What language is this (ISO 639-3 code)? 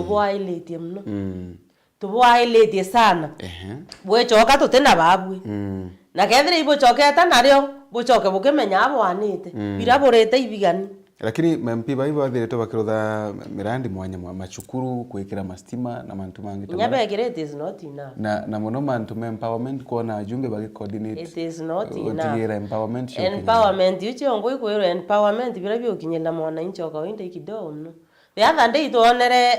mer